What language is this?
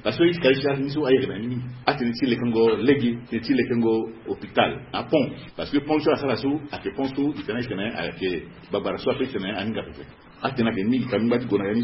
Sango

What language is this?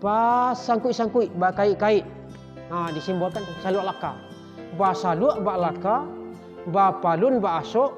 Minangkabau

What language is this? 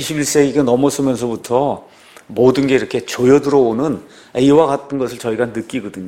Korean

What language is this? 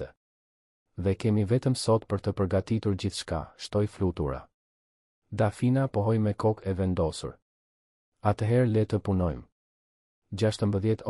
Albanian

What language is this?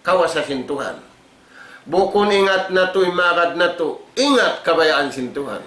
Tausug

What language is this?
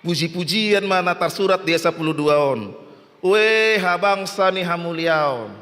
Batak Toba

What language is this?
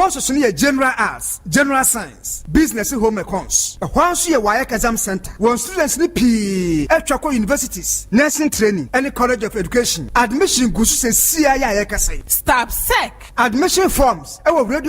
Akan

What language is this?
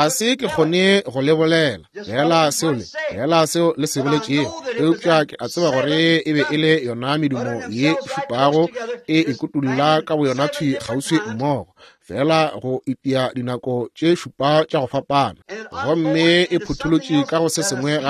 Northern Sotho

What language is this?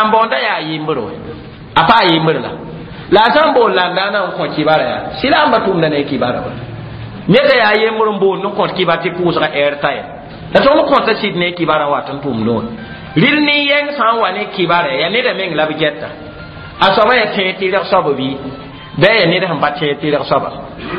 Mossi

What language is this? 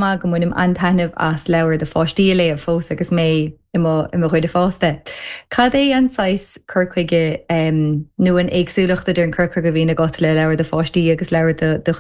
Irish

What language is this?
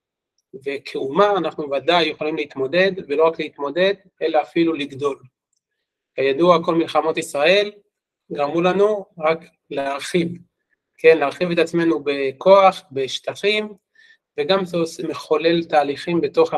Hebrew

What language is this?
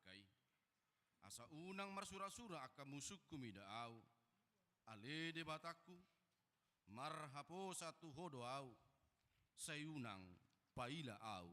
Batak Toba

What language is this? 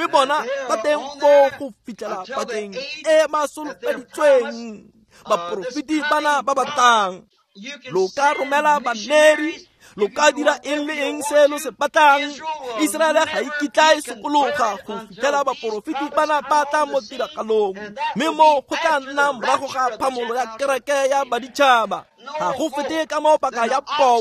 Tswana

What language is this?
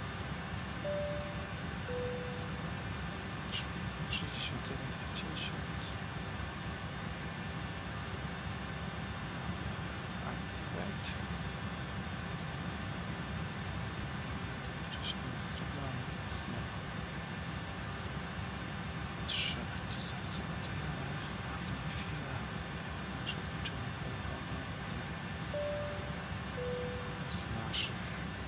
Polish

